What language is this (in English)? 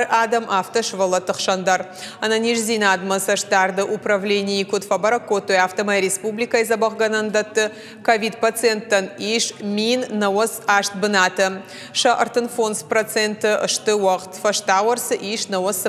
Ossetic